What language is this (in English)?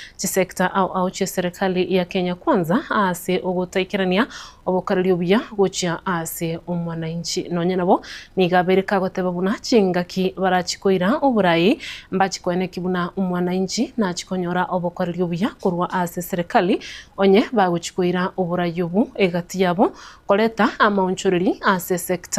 Gusii